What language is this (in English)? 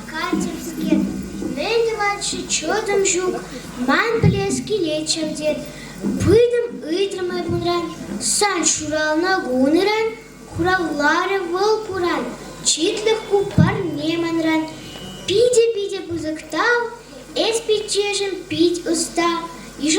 Chuvash